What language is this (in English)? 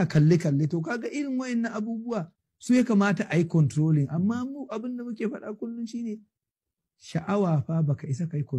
Hausa